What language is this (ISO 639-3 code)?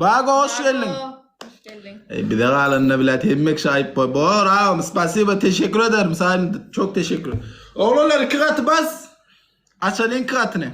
tuk